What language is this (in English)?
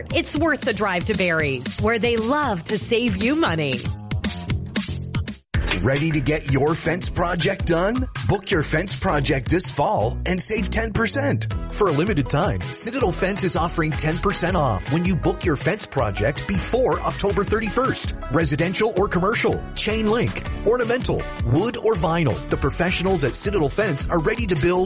English